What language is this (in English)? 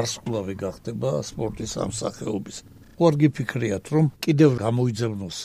Georgian